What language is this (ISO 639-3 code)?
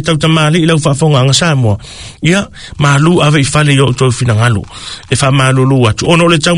smo